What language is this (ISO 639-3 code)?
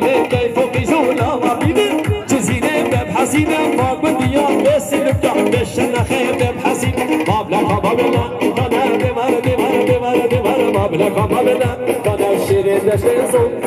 kur